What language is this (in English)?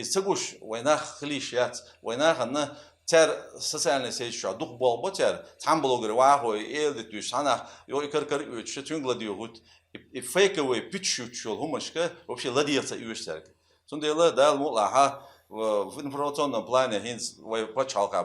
Chechen